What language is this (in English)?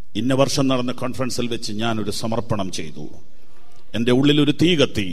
Malayalam